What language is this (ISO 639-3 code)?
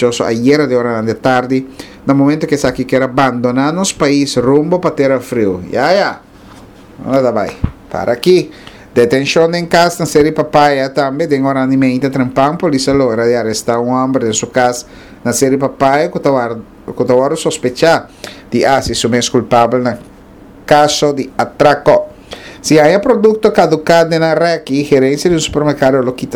pap